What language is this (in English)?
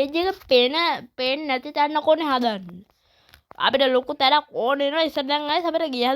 Sinhala